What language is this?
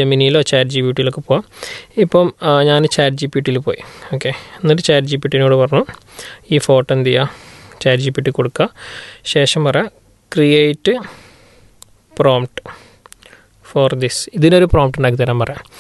Malayalam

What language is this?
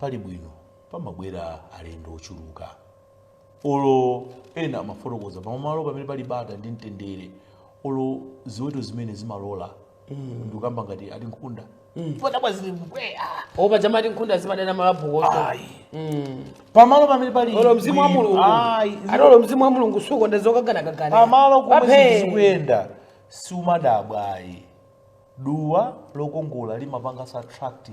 Nyanja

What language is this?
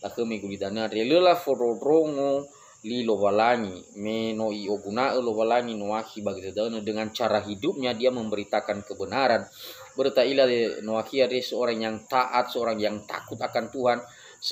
Nias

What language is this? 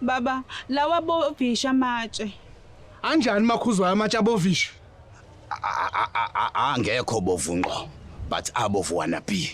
Zulu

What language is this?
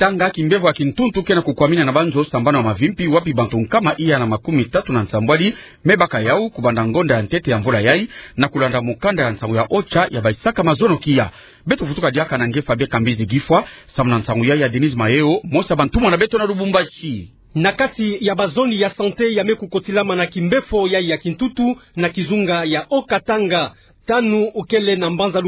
Kituba (Democratic Republic of Congo)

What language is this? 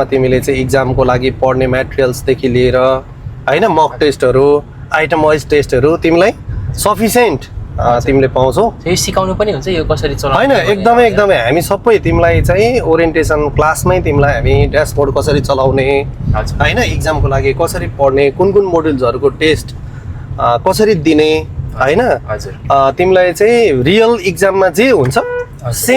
Nepali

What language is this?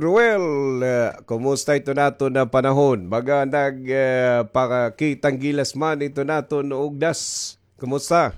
Waray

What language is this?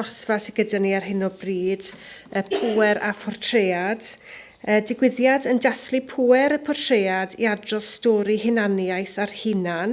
Welsh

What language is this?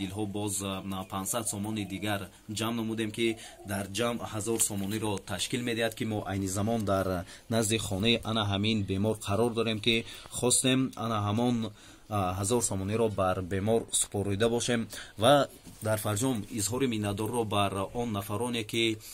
Tajik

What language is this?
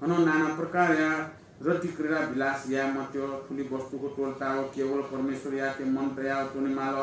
Newari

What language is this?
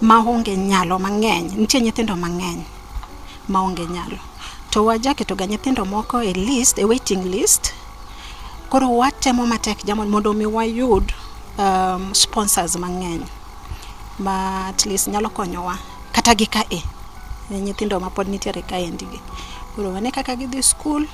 Luo (Kenya and Tanzania)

